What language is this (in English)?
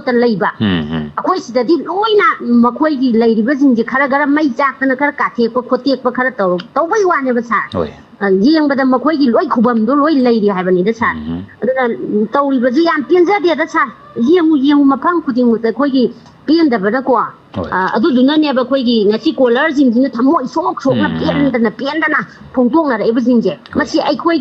Manipuri